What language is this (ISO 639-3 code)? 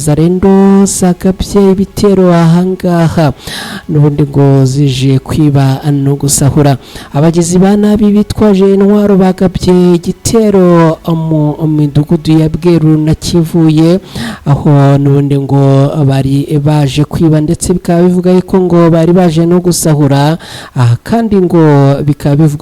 kin